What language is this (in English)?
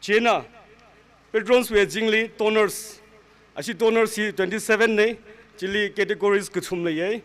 Tangkhul Naga (India)